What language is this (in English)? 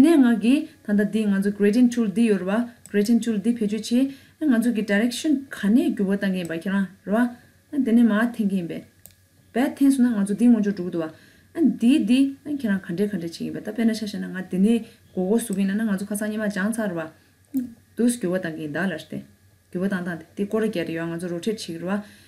Tibetan